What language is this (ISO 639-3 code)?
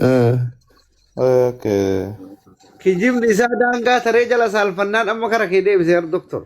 orm